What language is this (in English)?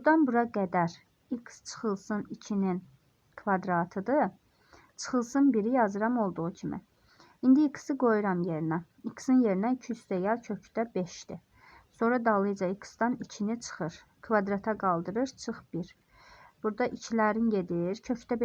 Azerbaijani